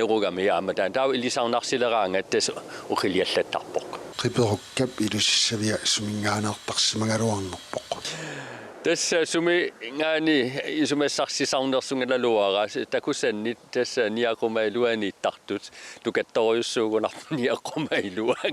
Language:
Kalaallisut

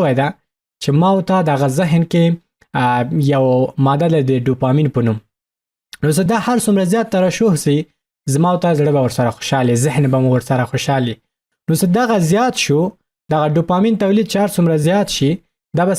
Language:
Pashto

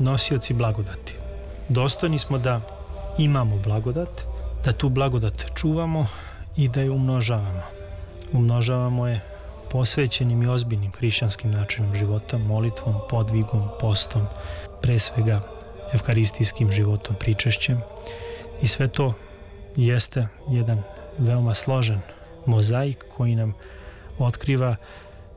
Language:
Serbian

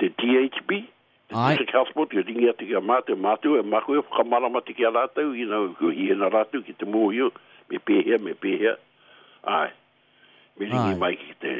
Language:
Māori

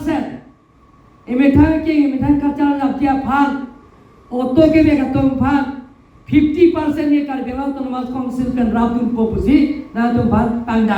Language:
Karbi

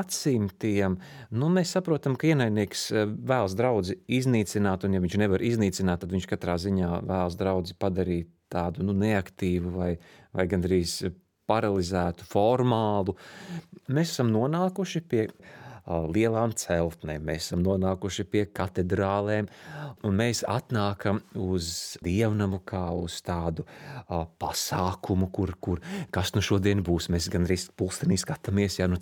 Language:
Latvian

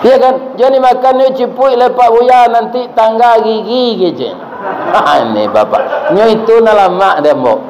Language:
Minangkabau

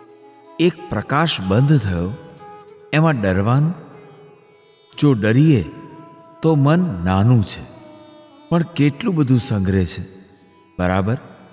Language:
Gujarati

